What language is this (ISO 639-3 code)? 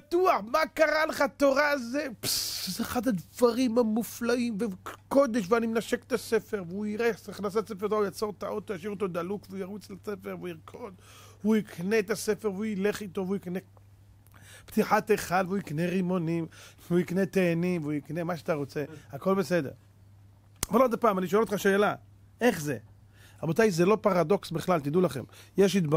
heb